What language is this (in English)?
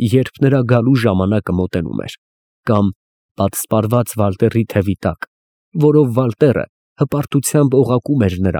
Armenian